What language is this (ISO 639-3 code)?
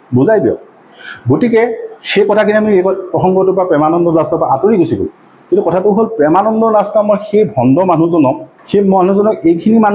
asm